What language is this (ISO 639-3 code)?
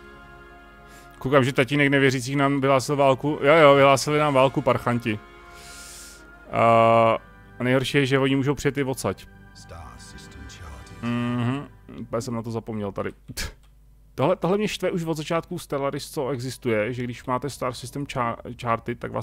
ces